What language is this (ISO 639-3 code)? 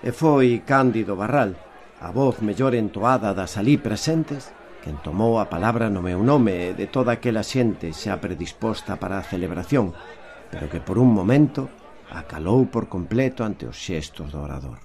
glg